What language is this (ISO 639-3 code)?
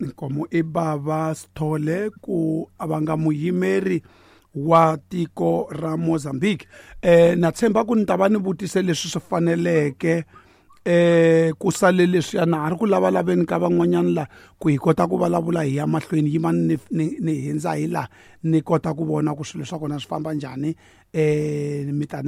tso